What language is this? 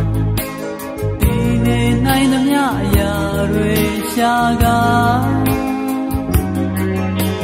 Burmese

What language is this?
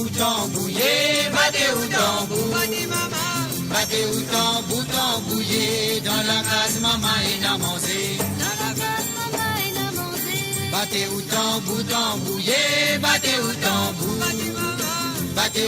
Morisyen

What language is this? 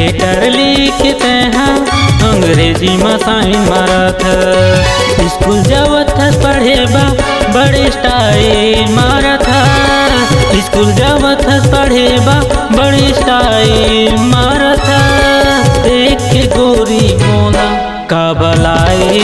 Chhattisgarhi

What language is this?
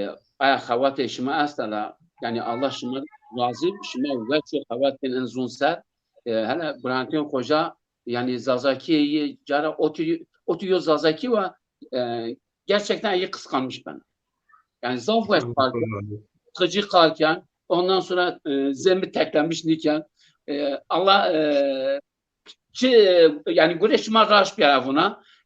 Zaza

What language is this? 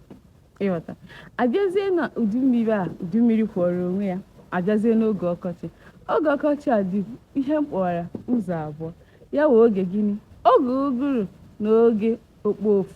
Igbo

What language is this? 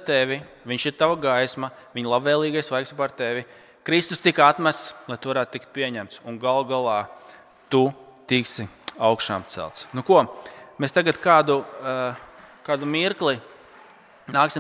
Latvian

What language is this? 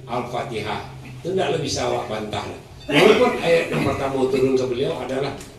Minangkabau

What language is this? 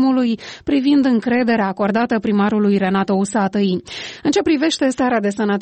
Romanian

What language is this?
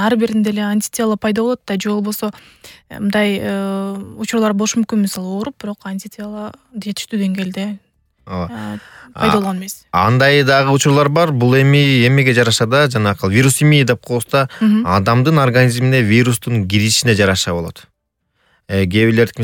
Kyrgyz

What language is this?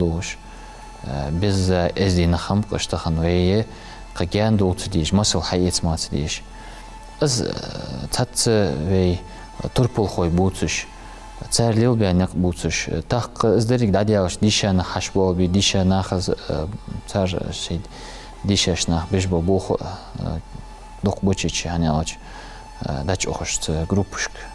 Ingush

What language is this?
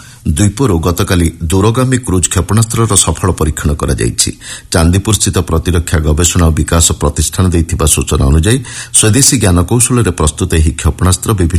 Odia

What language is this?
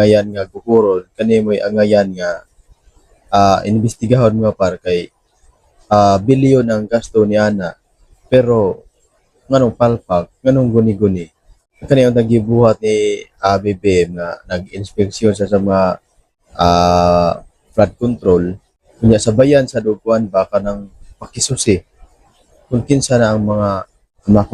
Cebuano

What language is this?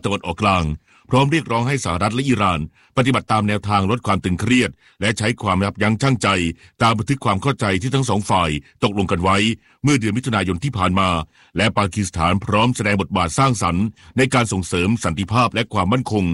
Thai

